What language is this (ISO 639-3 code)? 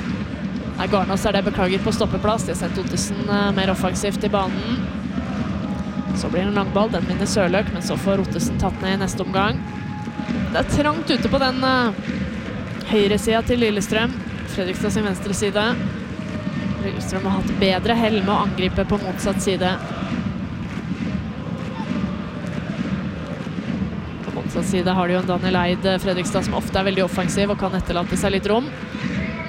nor